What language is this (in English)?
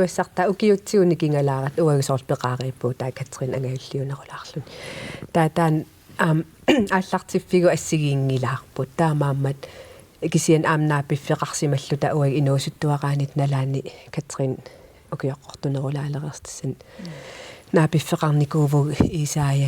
Kalaallisut